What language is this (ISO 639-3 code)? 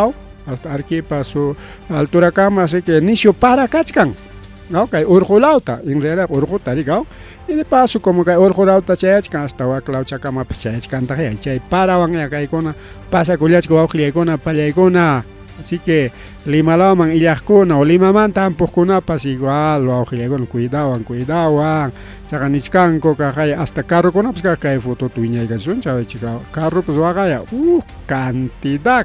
quy